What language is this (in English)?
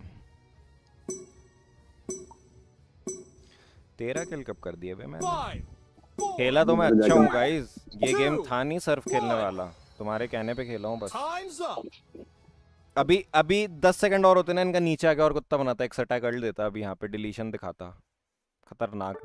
Hindi